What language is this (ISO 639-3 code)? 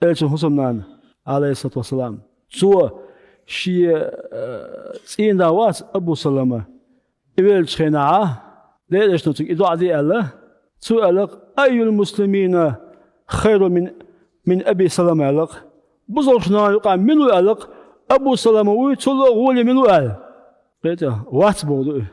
che